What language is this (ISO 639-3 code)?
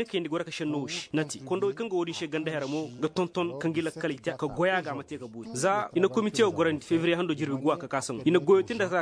ses